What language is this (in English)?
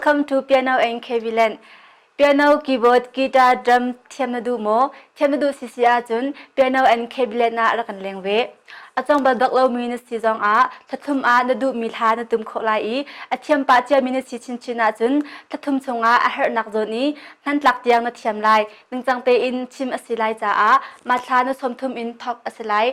Hakha Chin